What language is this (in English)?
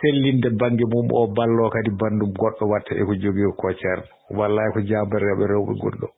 Fula